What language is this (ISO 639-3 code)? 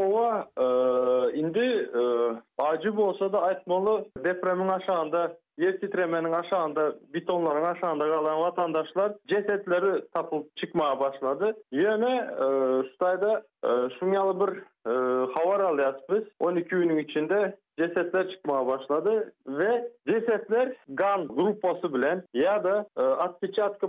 tuk